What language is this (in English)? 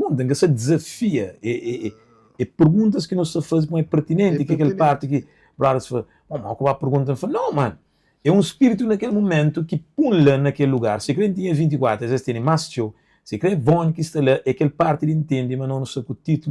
Kabuverdianu